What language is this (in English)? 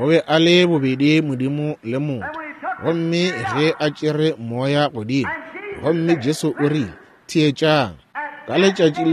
Northern Sotho